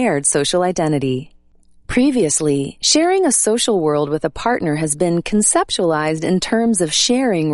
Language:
English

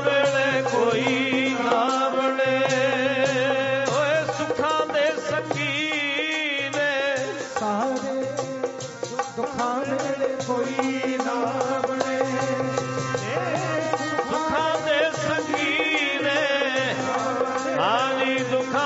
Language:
Punjabi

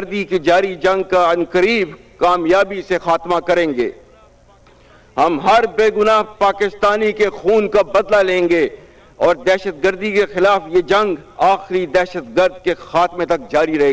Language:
Urdu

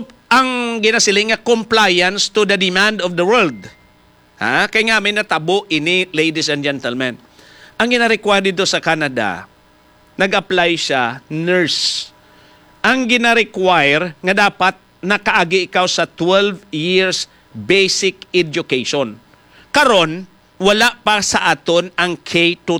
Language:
Hiligaynon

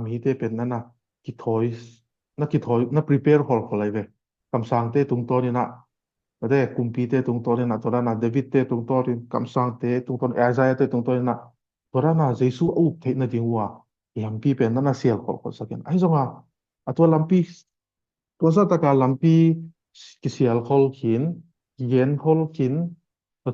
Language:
Tedim Chin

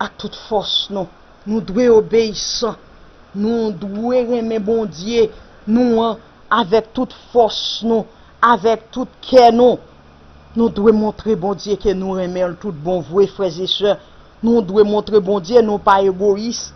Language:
Haitian Creole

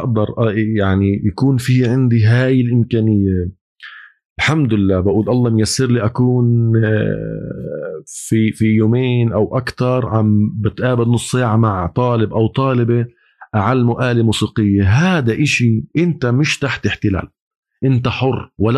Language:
North Levantine Arabic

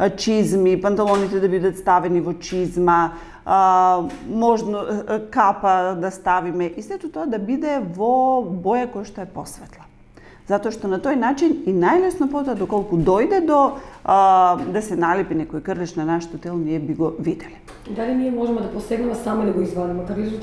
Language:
Macedonian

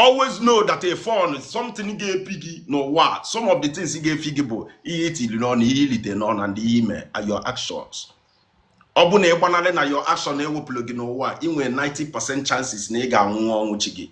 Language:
Igbo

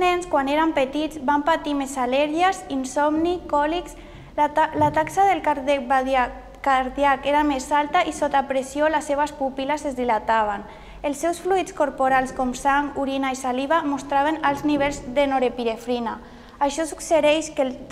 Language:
Catalan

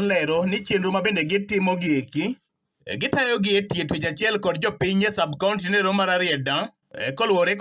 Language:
Luo (Kenya and Tanzania)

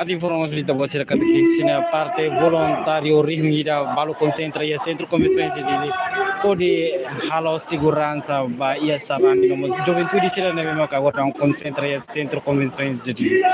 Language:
Tetum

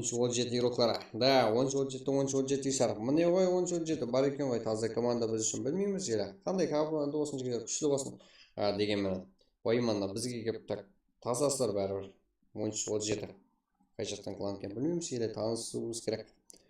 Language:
Kara-Kalpak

